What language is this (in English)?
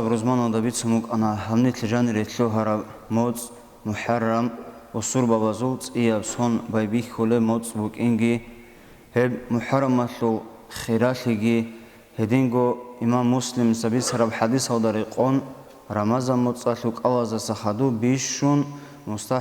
Avaric